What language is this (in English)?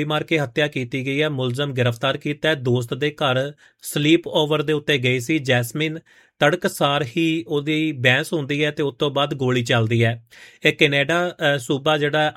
Punjabi